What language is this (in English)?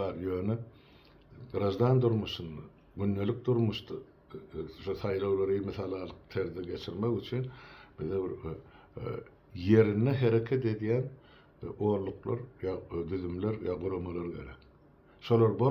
Turkmen